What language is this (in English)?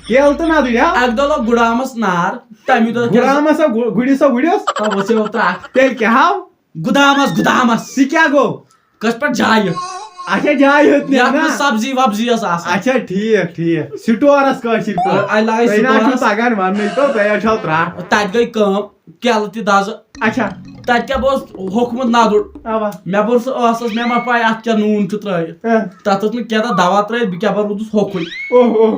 Kashmiri